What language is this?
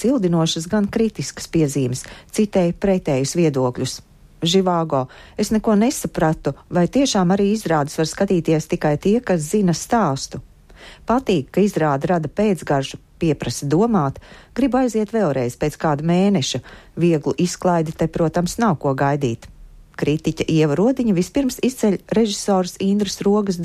Latvian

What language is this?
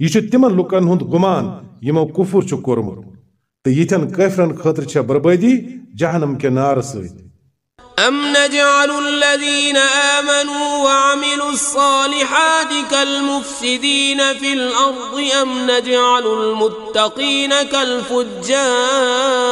Kashmiri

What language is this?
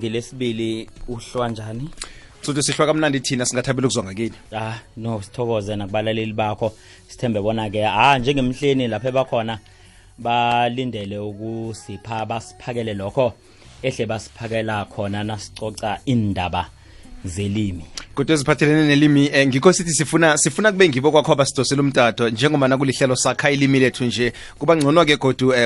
South Ndebele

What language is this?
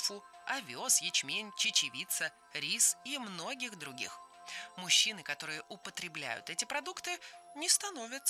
Russian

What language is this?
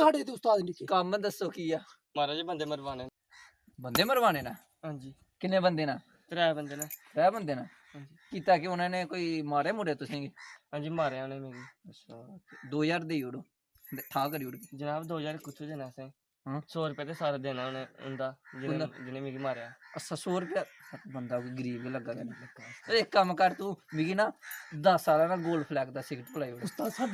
Dogri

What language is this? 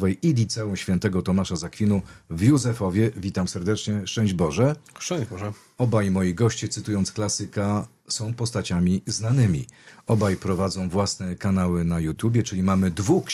Polish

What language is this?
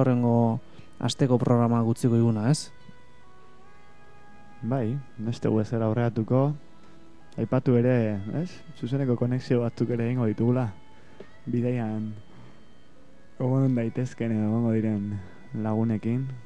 Basque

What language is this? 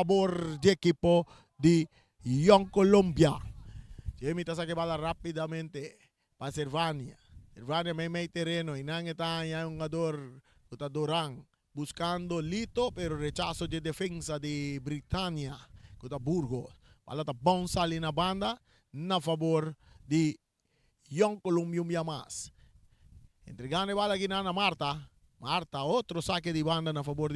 Papiamento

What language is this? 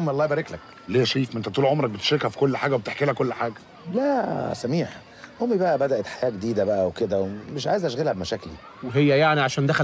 Egyptian Arabic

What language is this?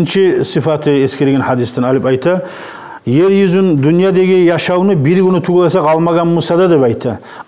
Kumyk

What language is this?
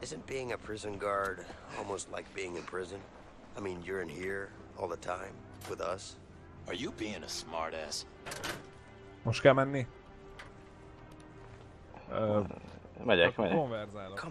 Hungarian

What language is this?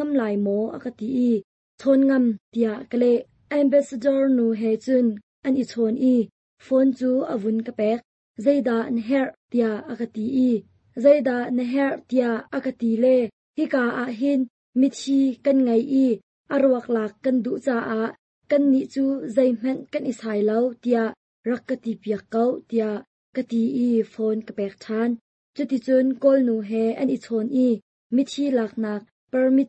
Hakha Chin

